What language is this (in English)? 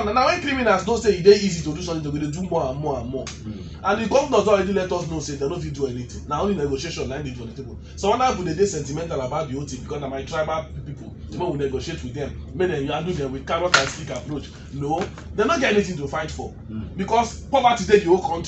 Nigerian Pidgin